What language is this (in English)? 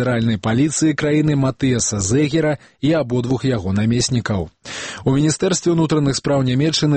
Belarusian